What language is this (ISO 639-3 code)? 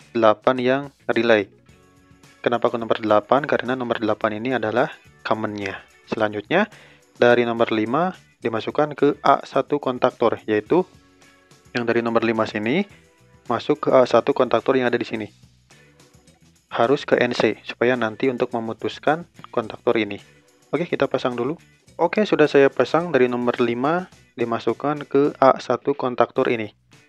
ind